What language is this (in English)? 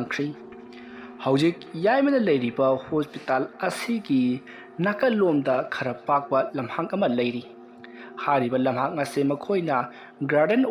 Manipuri